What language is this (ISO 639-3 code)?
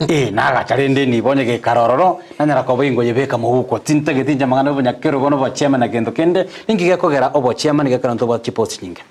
guz